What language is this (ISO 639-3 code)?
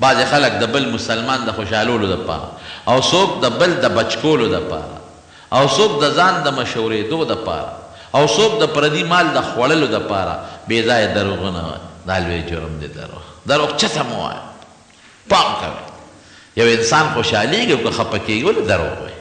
pus